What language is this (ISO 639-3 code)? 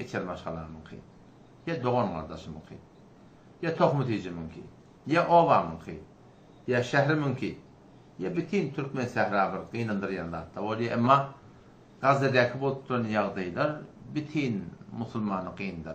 tuk